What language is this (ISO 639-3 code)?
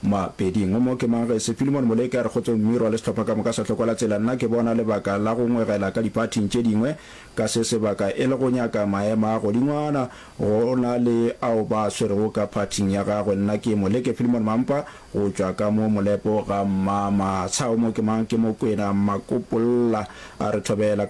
nso